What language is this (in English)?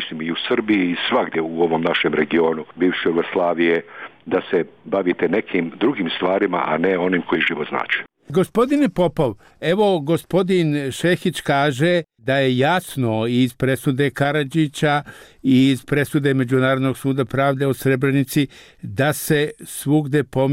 Bosnian